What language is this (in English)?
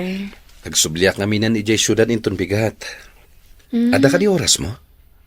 Iloko